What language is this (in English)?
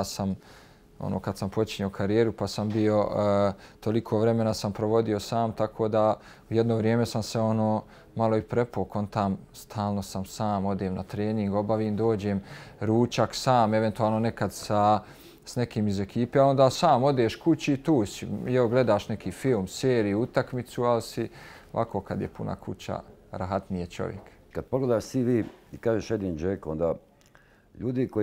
Bosnian